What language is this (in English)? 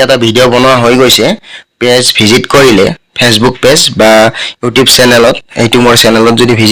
Assamese